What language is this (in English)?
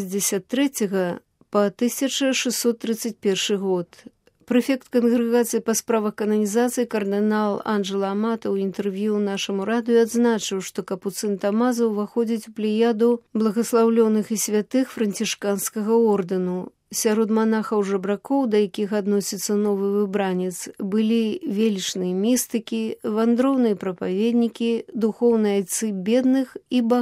Belarusian